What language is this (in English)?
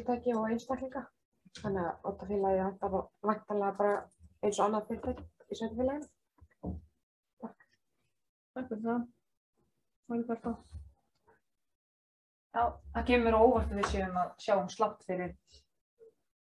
Icelandic